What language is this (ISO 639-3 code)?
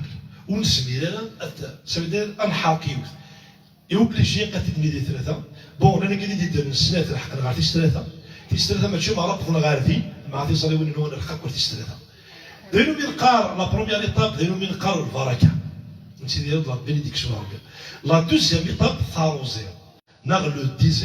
kab